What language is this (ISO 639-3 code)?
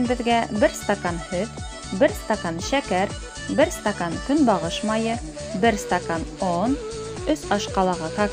bak